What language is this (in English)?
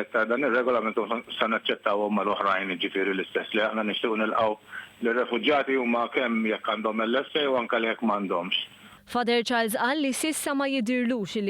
Maltese